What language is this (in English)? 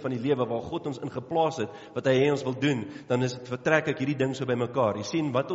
Afrikaans